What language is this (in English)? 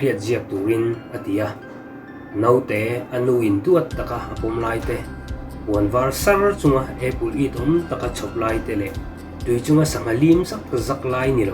Mizo